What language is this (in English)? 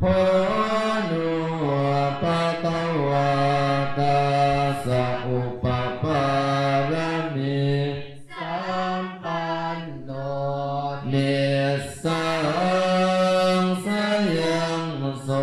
Pali